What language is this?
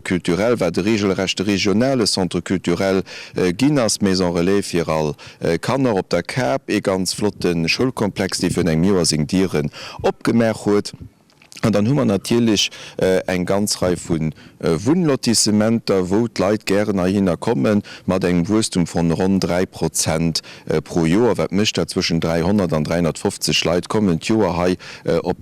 Luxembourgish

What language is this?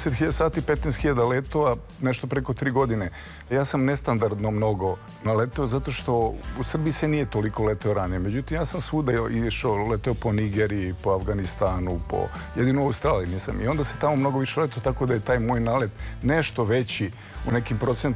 Serbian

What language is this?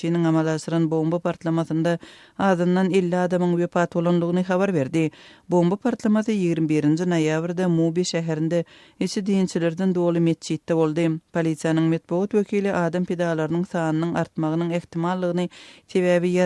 Turkmen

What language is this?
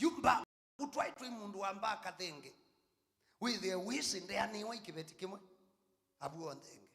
Kamba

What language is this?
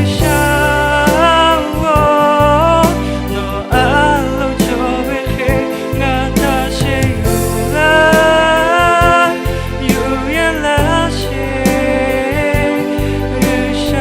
Lahu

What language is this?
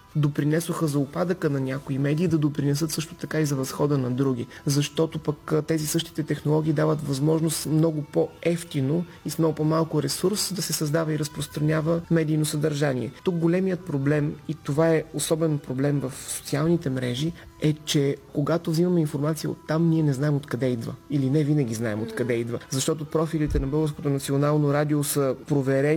Bulgarian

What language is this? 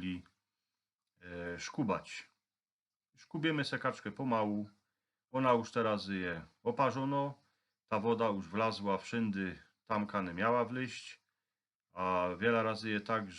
Silesian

